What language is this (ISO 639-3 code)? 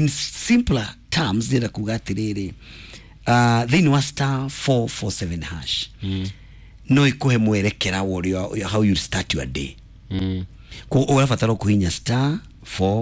kik